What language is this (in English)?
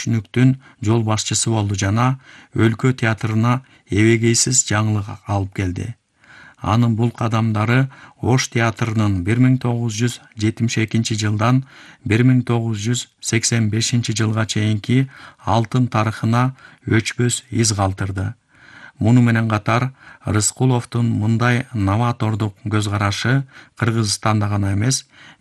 Kyrgyz